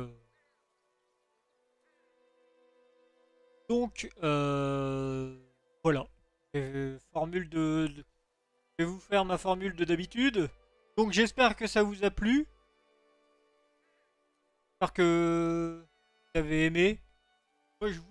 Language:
French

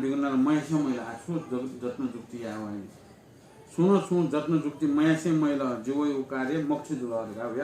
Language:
Newari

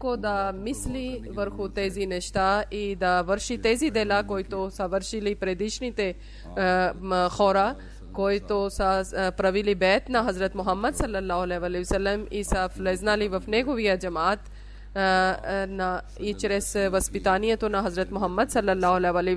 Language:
Bulgarian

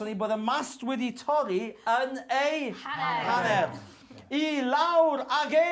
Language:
Welsh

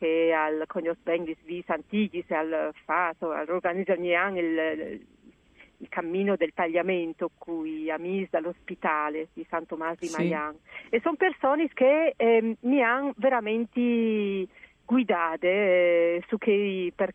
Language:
Friulian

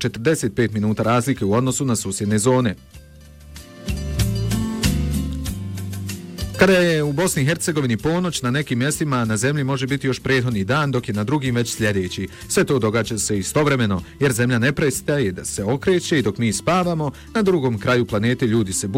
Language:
Bosnian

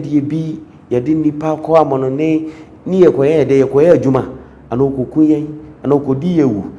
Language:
Akan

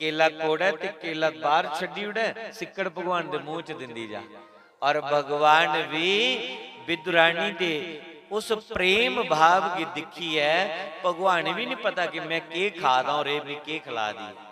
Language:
Dogri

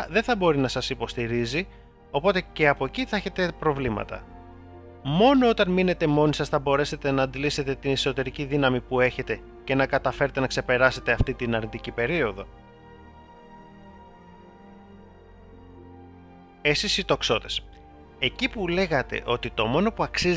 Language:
Greek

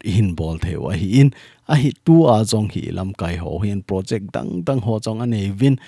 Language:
Thado Chin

